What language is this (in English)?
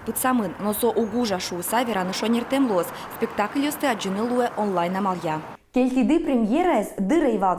Udmurt